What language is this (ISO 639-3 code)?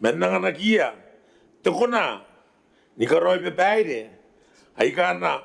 gil